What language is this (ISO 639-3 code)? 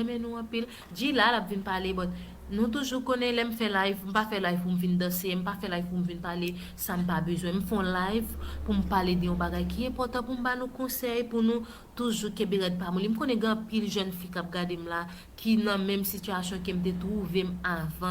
hat